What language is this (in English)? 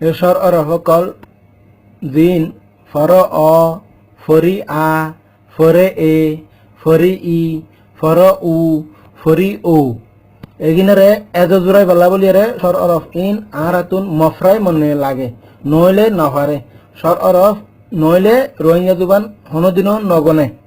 Rohingya